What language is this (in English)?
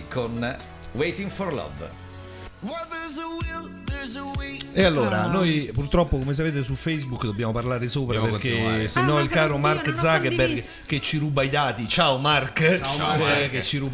Italian